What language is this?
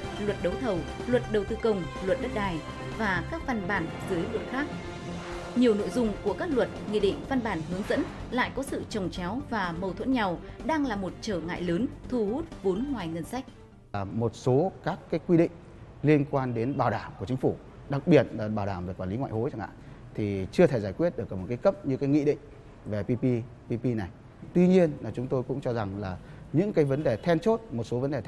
Vietnamese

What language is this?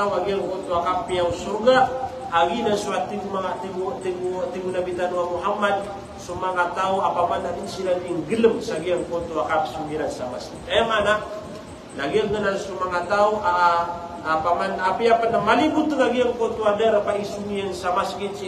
Maranao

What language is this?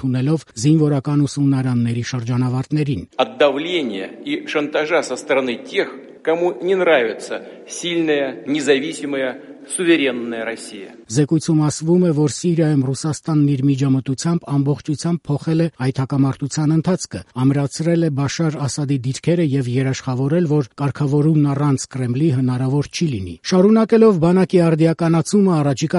Armenian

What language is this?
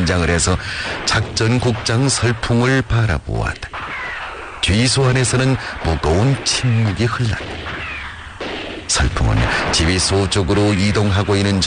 Korean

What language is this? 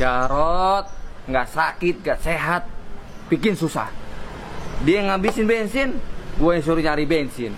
Betawi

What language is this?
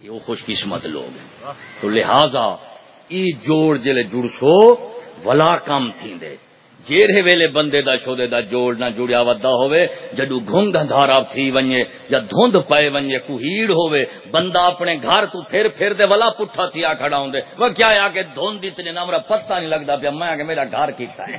Saraiki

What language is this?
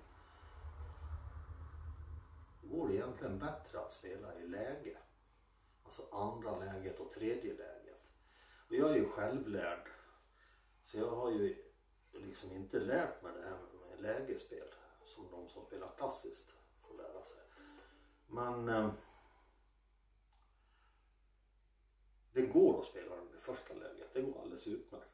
Swedish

